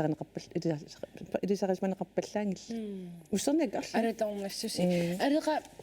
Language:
Kalaallisut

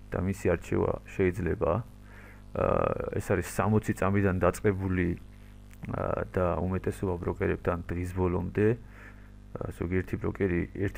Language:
Georgian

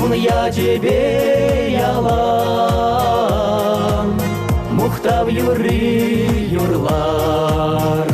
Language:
Chuvash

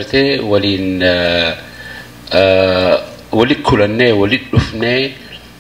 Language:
Oromo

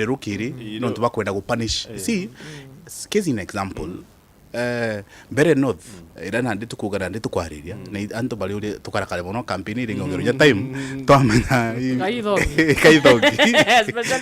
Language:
Meru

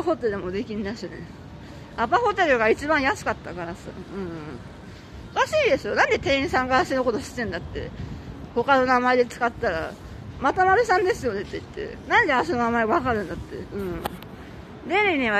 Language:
Japanese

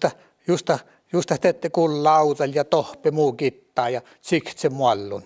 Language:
Northern Sami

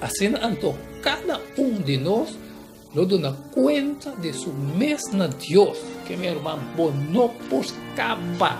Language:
Papiamento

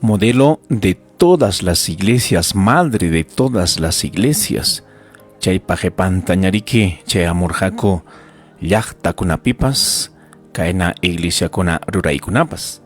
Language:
Ayacucho Quechua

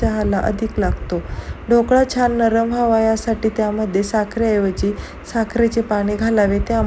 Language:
Marathi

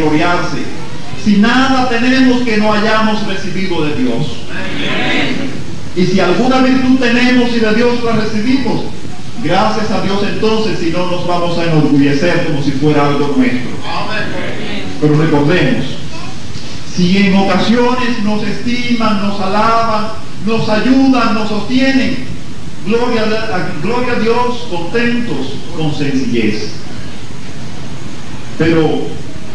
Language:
Spanish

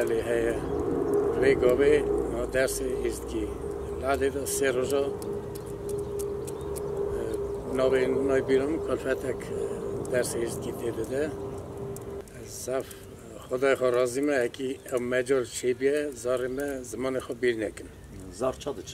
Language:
Kurdish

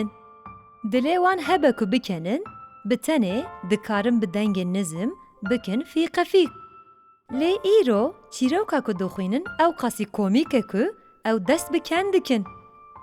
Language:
Kurdish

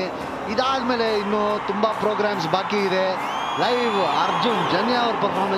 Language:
Kannada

